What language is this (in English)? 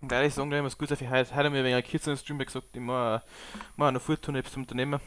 Bavarian